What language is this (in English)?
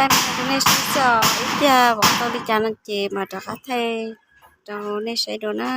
Hmong